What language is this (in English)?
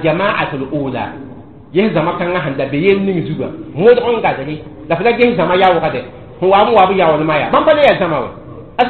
Mossi